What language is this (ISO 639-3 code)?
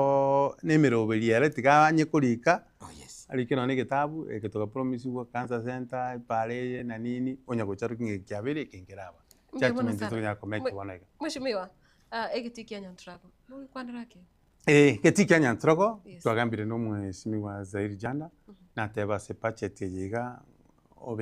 guz